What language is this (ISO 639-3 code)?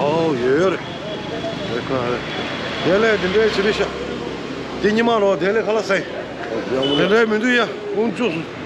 bod